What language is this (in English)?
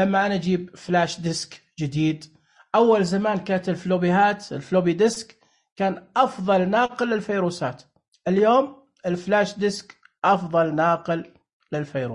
Najdi Arabic